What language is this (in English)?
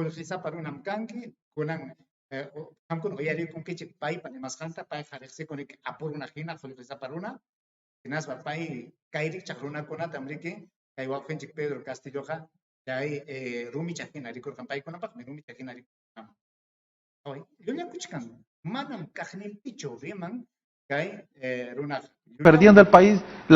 Ayacucho Quechua